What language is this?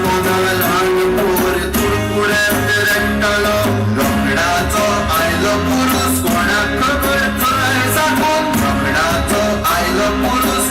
Konkani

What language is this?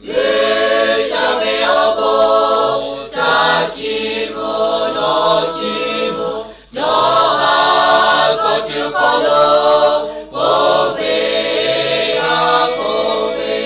Lahu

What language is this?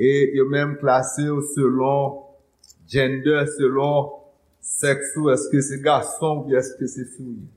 Haitian Creole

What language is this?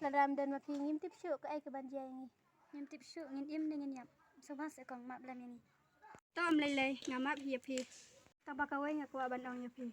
Khasi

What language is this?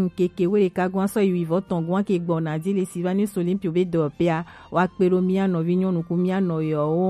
Gen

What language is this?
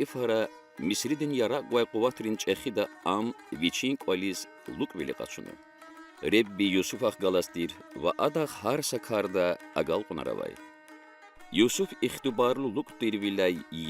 Lezghian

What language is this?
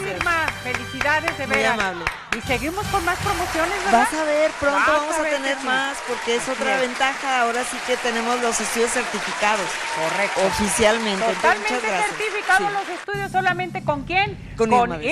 Spanish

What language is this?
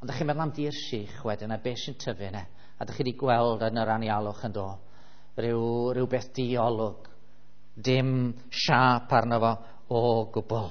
Welsh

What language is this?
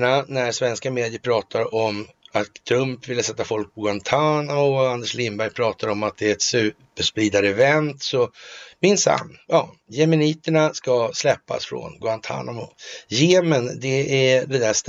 Swedish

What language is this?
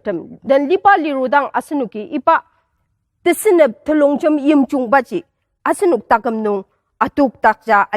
Ao Naga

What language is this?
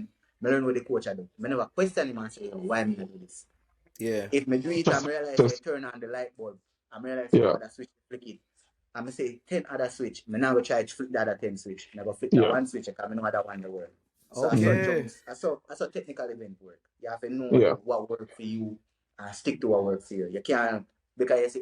Jamaican Creole English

